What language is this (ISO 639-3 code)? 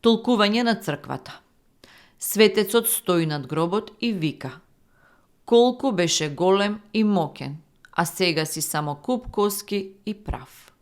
mkd